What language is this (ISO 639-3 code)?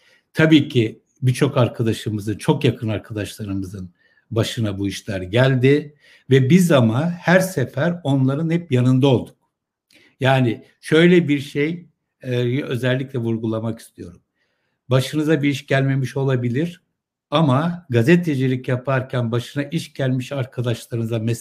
tur